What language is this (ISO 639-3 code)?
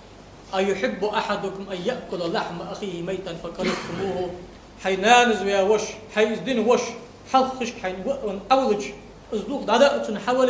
inh